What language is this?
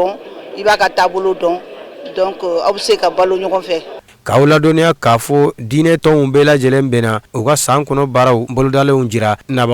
Bambara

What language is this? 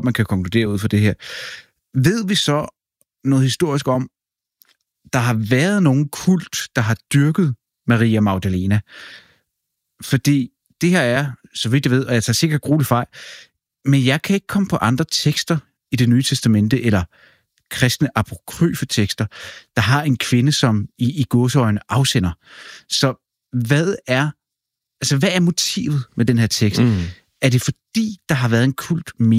Danish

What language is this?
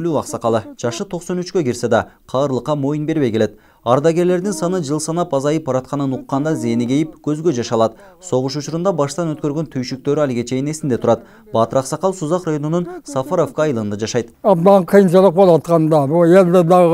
Kyrgyz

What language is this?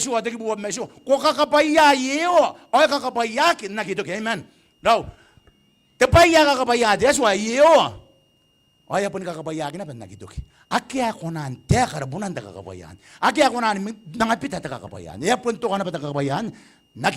Gilbertese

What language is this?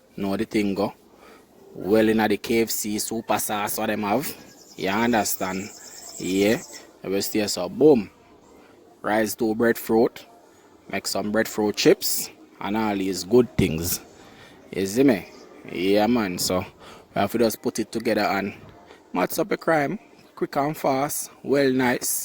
Jamaican Creole English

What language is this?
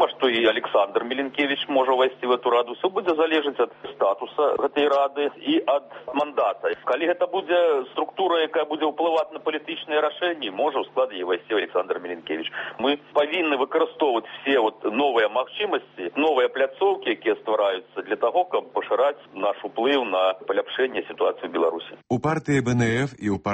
Belarusian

